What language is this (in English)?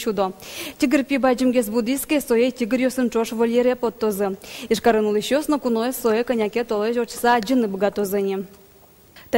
Udmurt